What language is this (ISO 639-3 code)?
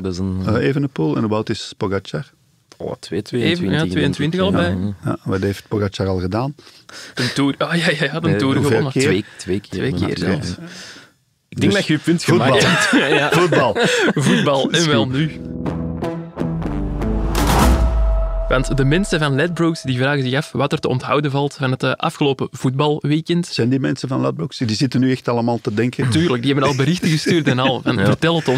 nld